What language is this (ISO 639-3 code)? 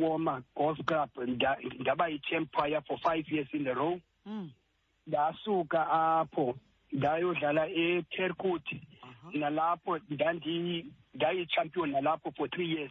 xho